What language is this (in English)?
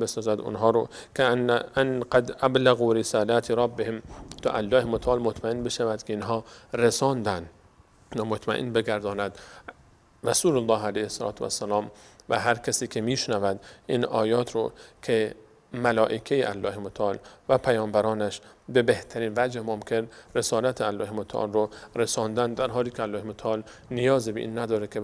Persian